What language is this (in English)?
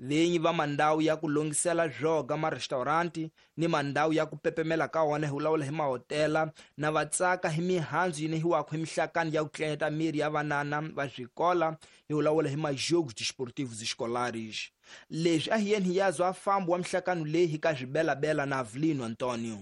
Tsonga